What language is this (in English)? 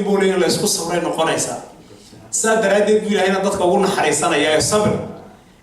Somali